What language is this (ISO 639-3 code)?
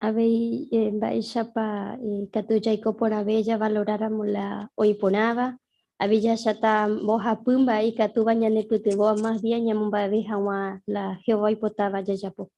grn